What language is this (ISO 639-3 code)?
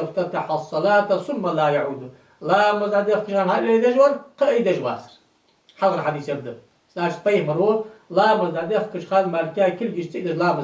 inh